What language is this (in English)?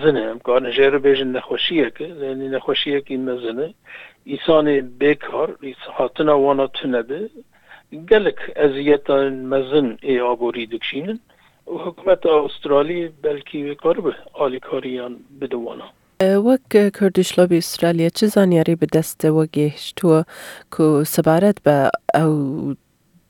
Kurdish